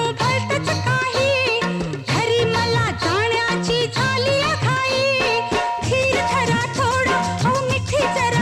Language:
Marathi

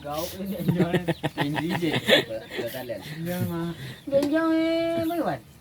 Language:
Minangkabau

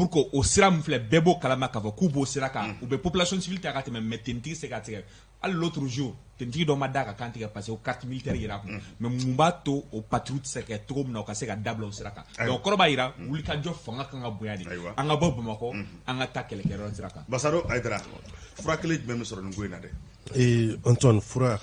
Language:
Bambara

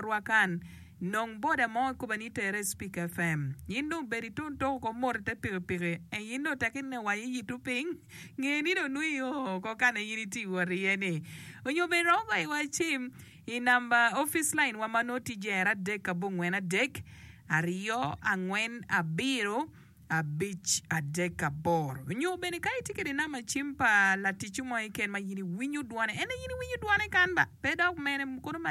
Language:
Acoli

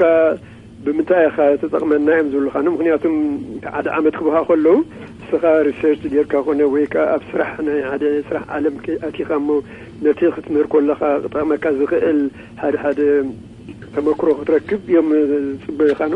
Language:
Tigrinya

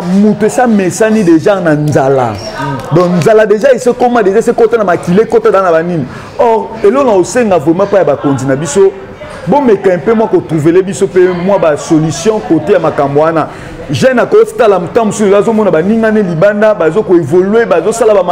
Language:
Lingala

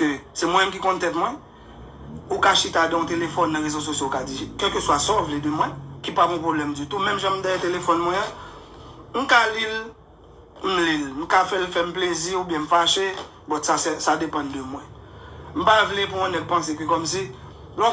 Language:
Haitian Creole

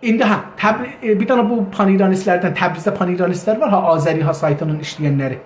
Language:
South Azerbaijani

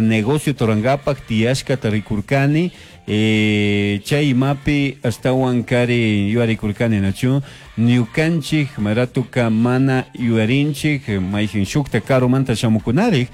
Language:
Chimborazo Highland Quichua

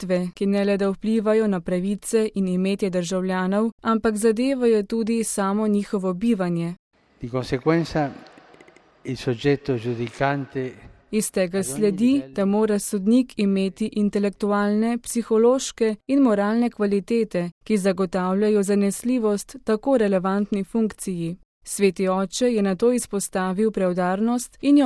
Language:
Slovenian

